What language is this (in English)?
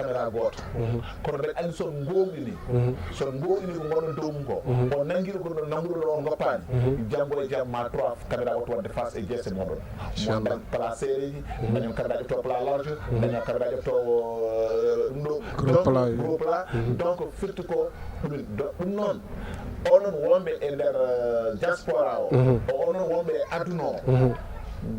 Fula